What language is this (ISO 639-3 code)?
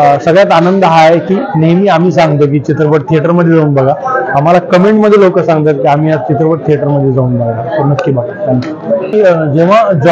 mar